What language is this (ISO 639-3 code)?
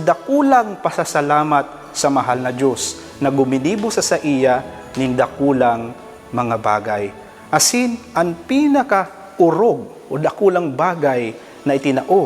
bik